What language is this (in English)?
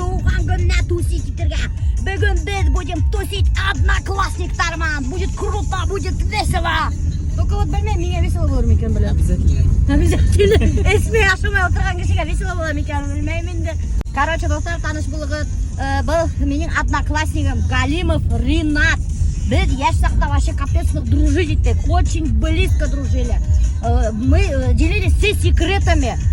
Bashkir